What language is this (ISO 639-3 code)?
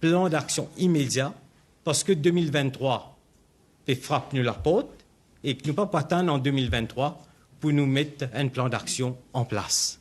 mfe